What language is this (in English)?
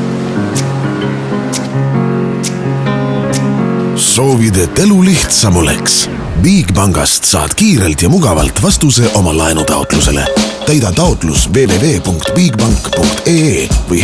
Estonian